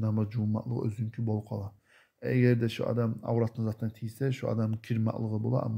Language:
Kumyk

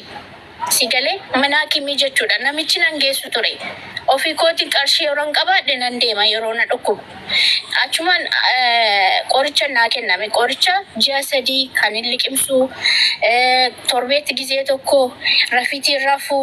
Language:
Oromo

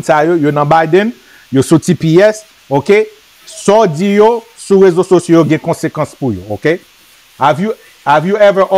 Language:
Haitian Creole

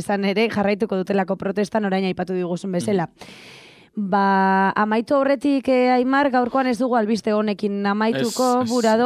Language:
Basque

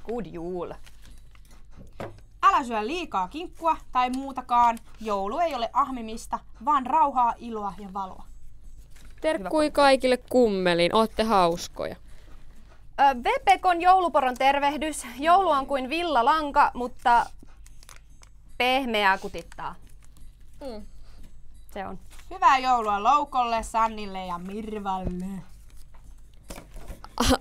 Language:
Finnish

